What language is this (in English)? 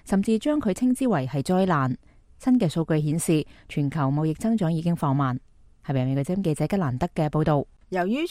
Cantonese